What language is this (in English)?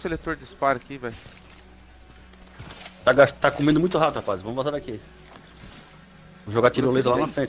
Portuguese